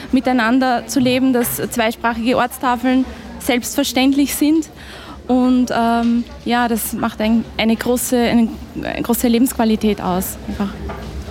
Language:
German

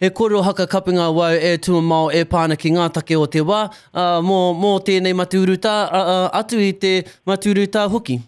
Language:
Māori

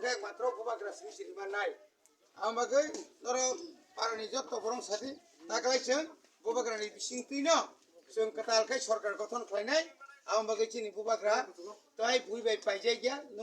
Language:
Kok Borok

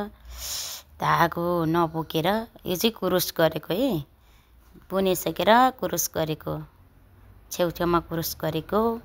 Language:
Nepali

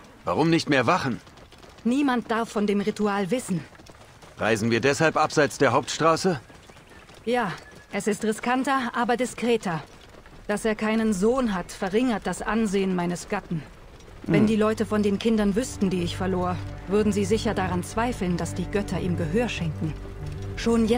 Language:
German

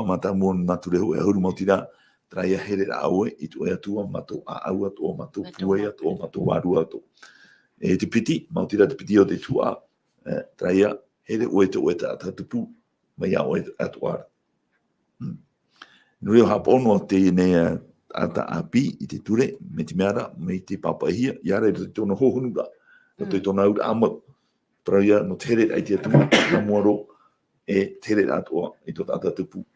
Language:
Tahitian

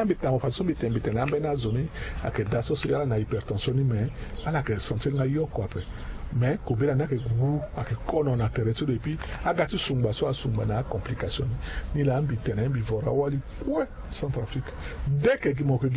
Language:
Sango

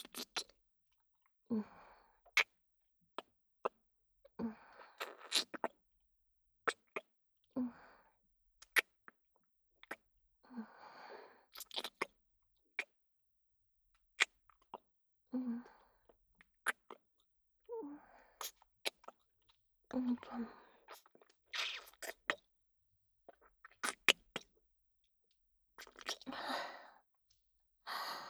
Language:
Japanese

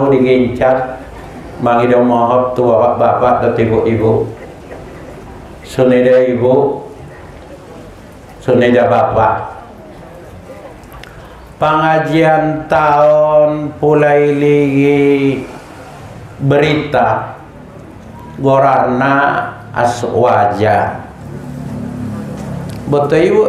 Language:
Batak Mandailing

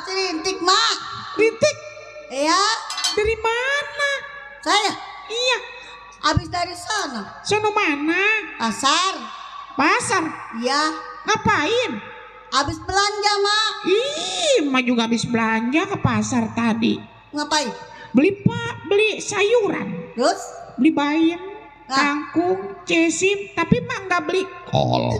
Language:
Betawi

